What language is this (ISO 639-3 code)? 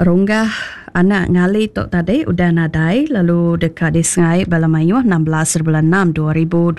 iba